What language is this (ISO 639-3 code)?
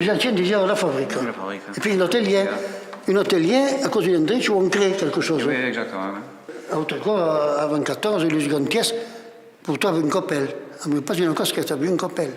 oci